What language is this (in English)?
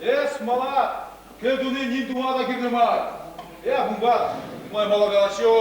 Chuvash